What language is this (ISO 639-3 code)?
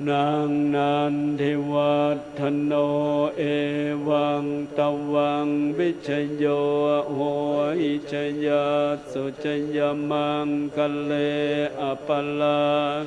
pli